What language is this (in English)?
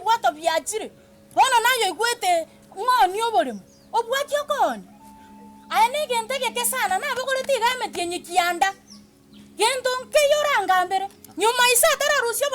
Gusii